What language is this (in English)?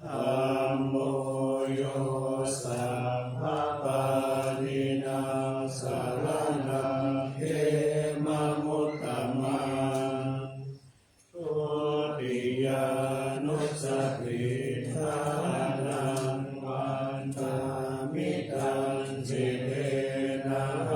Pali